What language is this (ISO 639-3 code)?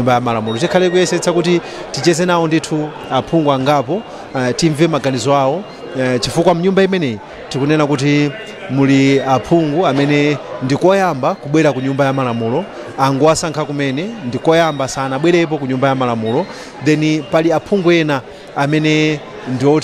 nya